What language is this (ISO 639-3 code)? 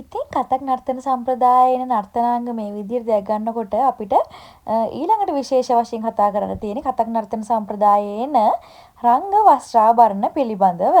sin